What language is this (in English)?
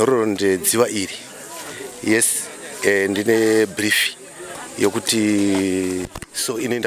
Shona